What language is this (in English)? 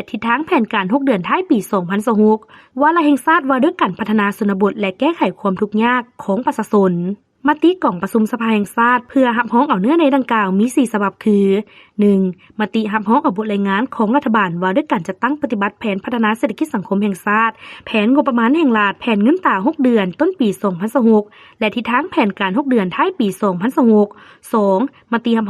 Lao